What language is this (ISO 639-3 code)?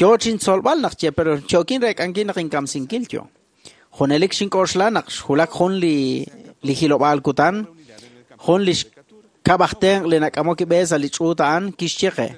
kek